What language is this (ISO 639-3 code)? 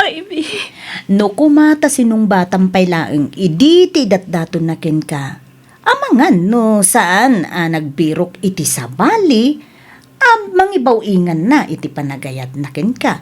ilo